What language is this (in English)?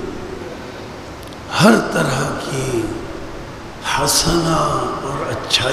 Urdu